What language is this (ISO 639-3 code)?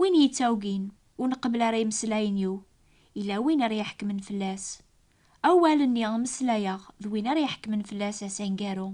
kab